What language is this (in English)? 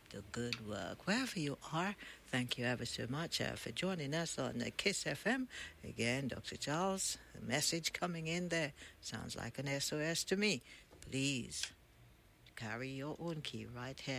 English